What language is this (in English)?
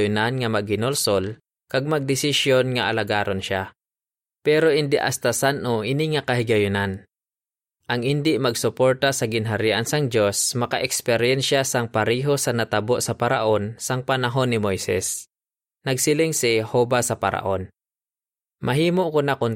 Hiligaynon